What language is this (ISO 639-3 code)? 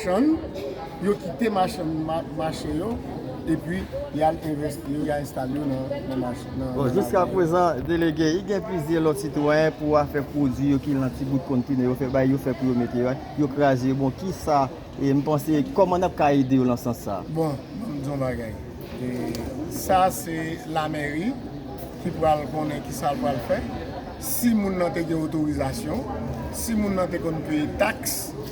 hat